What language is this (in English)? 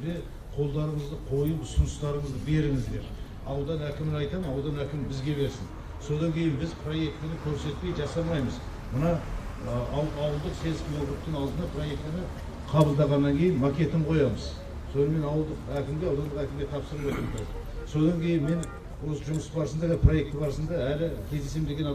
Kazakh